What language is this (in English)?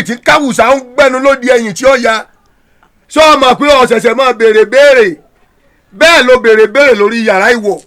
Yoruba